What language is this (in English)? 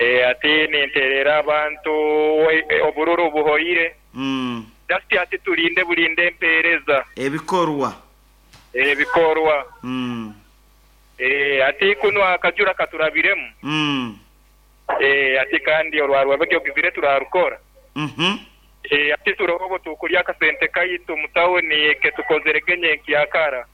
Nyoro